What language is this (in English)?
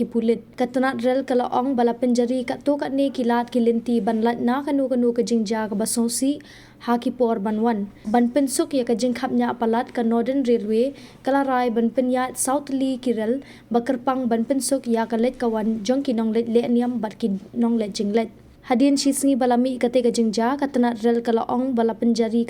Khasi